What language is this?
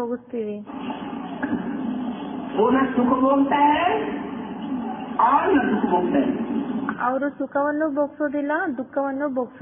Kannada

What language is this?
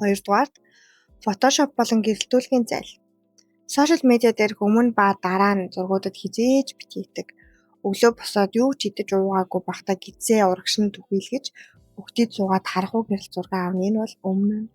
Mongolian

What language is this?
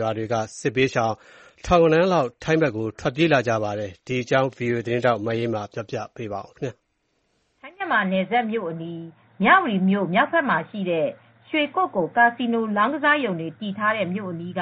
Burmese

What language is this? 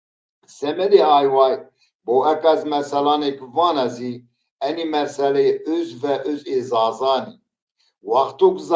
Zaza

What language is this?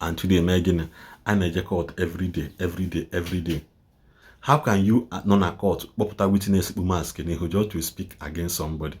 Igbo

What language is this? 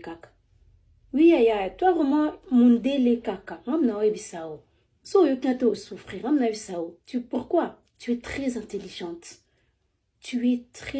Lingala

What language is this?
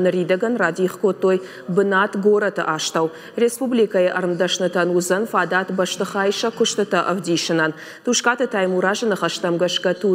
Ossetic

